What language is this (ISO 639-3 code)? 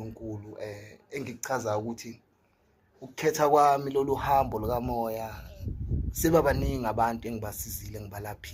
zul